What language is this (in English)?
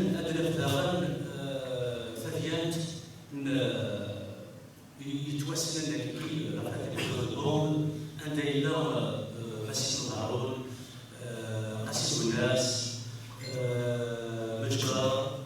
Kabyle